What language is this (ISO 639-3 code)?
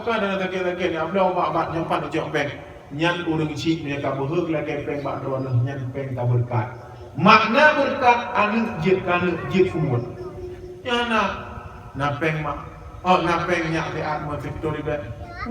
ace